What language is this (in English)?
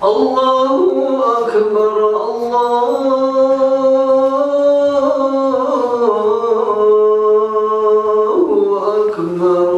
Kumyk